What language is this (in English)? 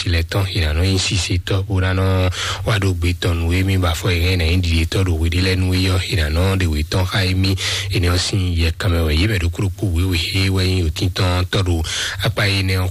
Fon